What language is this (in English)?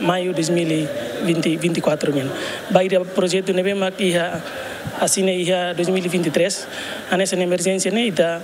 Tetum